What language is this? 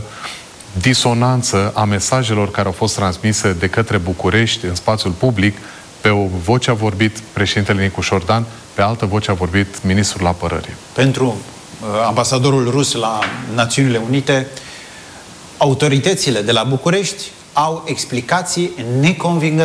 Romanian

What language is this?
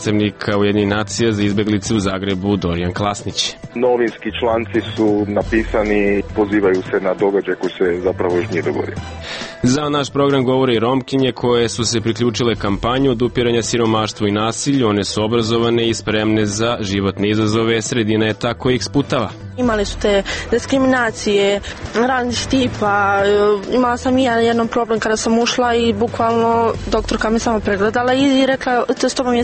Serbian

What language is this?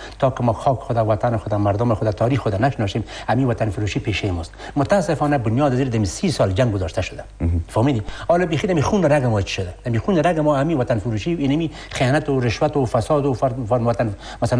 Persian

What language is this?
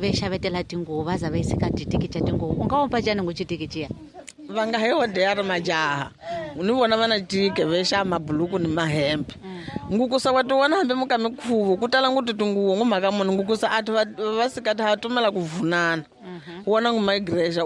Tsonga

